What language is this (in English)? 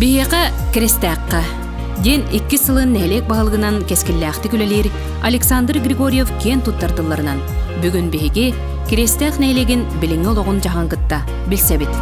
Yakut